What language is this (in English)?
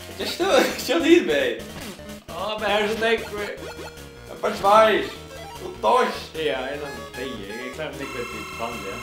Faroese